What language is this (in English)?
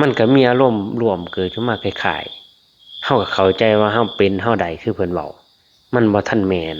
Lao